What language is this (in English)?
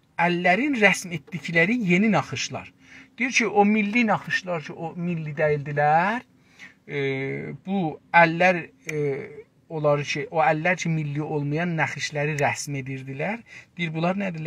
South Azerbaijani